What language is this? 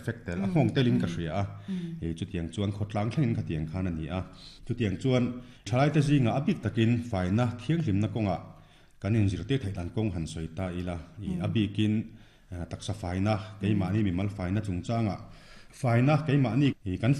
Mizo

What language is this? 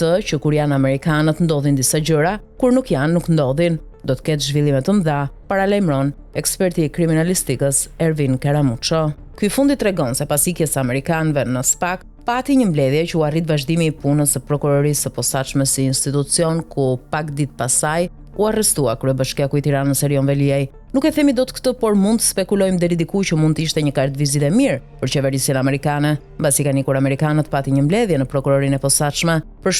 Albanian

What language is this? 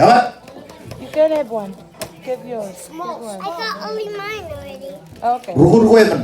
Marshallese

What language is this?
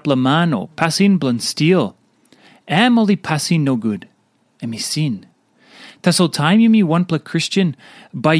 Tok Pisin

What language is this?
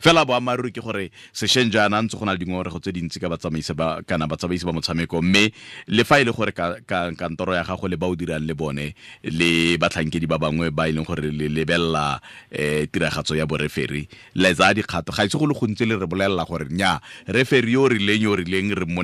Tswana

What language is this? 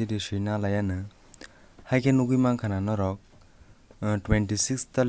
Kok Borok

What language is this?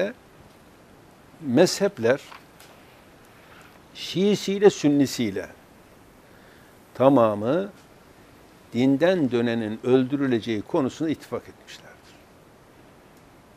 Turkish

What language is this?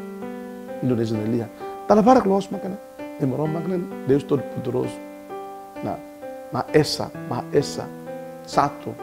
Tetum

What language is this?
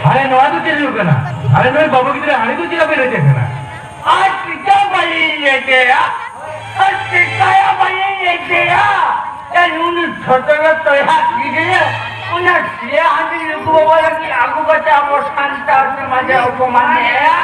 Santali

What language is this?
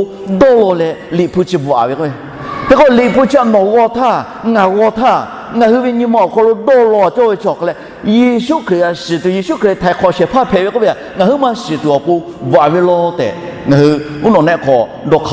Lahu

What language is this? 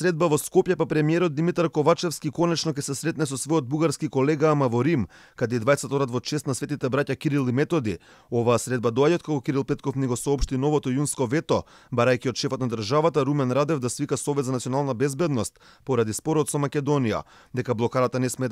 Macedonian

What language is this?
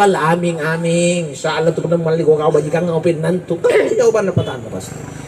Makasar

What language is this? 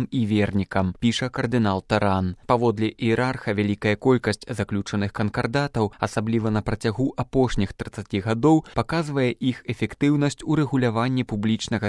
Belarusian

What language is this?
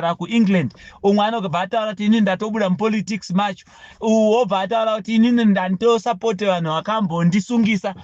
Shona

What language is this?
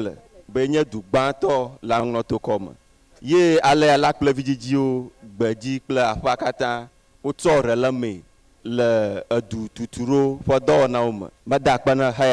Ewe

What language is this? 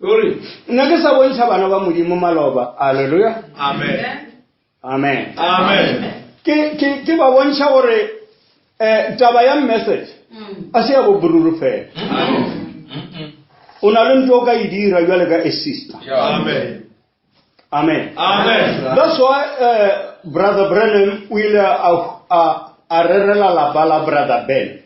Northern Sotho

